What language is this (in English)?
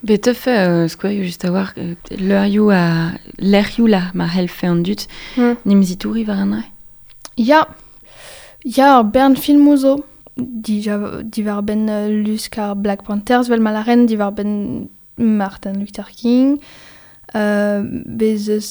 Breton